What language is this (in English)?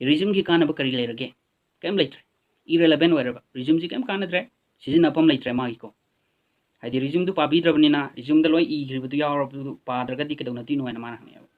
Manipuri